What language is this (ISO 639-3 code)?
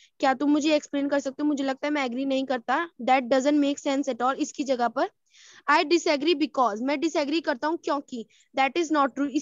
hin